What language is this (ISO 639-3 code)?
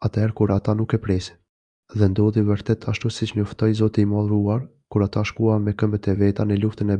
sqi